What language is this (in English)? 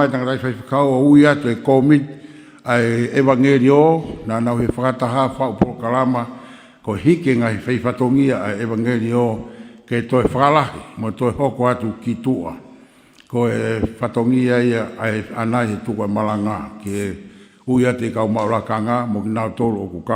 Tongan